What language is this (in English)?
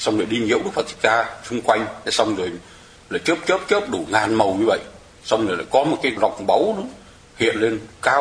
Vietnamese